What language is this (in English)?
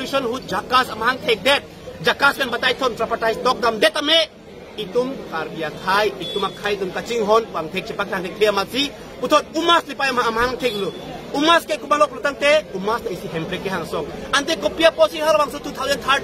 Karbi